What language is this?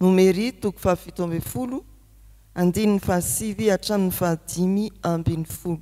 Malagasy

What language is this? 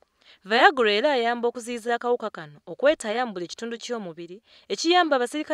Ganda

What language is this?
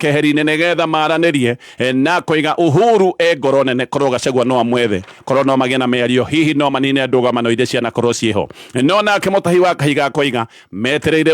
Kikuyu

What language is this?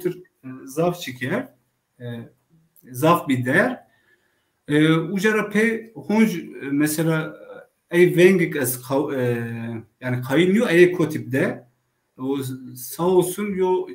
Zaza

